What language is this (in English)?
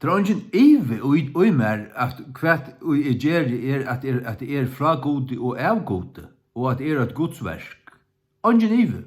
Faroese